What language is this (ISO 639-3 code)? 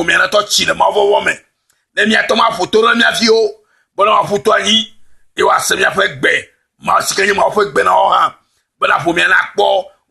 ewe